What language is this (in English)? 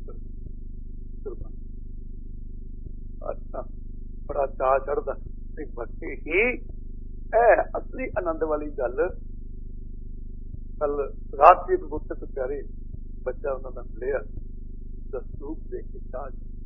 Punjabi